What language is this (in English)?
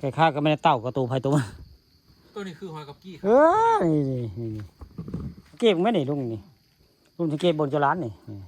Northeastern Thai